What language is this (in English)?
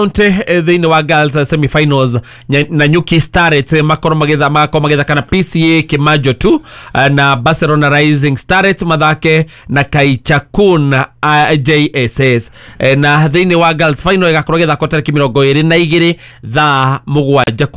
Kikuyu